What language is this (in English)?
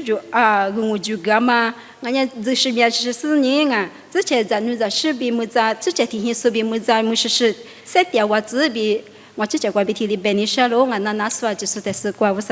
Lisu